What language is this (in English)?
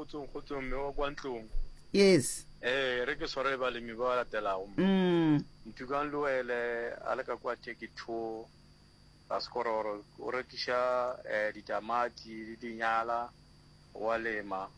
Northern Sotho